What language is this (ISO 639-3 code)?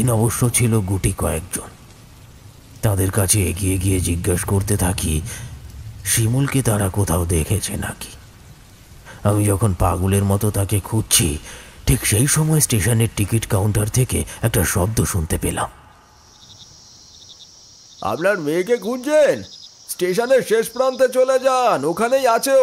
ben